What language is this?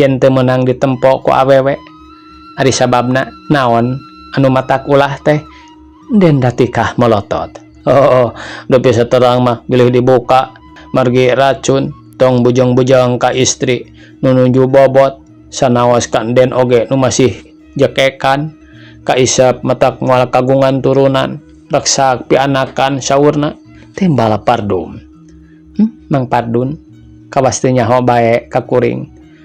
Sundanese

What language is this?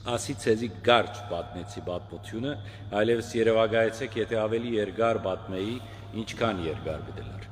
Western Armenian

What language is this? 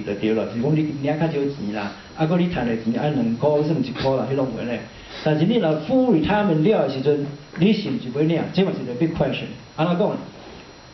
Min Nan Chinese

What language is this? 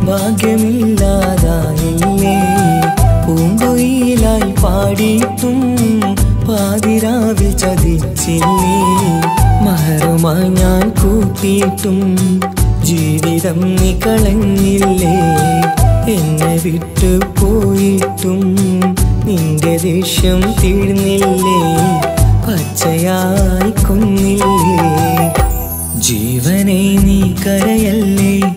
Malayalam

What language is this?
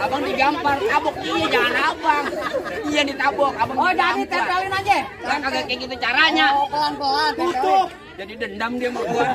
Betawi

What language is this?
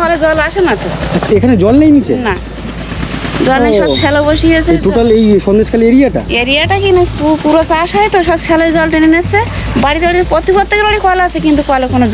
Bangla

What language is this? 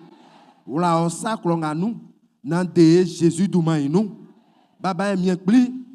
Baoulé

